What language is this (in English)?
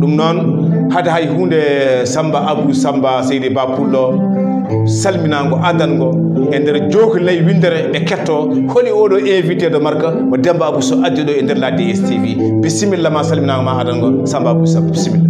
Fula